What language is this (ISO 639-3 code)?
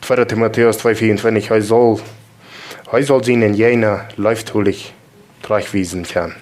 pdt